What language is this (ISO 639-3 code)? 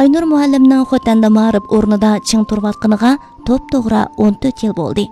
uig